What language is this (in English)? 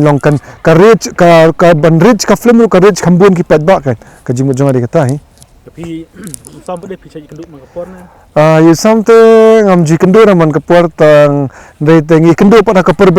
Khasi